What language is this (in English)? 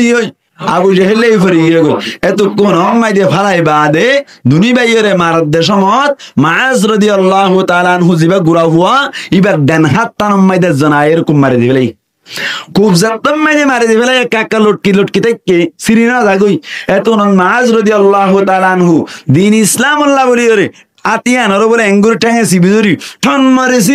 Rohingya